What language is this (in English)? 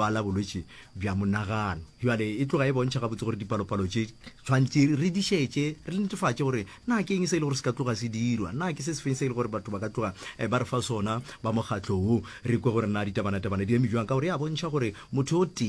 Northern Sotho